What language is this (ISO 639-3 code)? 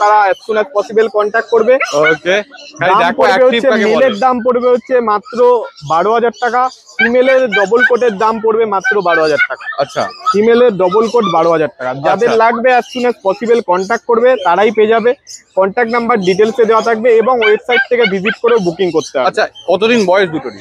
ben